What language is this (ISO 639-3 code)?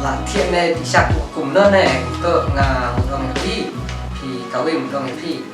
kha